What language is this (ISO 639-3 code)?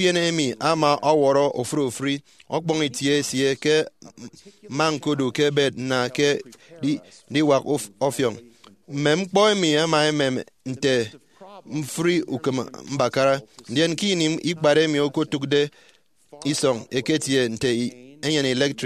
efi